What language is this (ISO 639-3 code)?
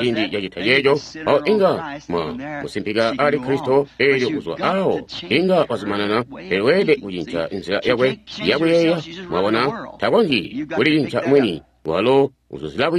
toi